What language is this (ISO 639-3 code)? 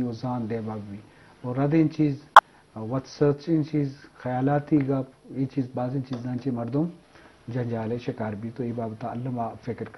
bgp